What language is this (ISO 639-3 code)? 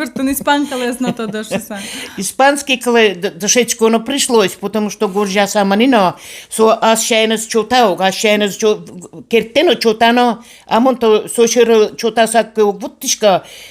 udm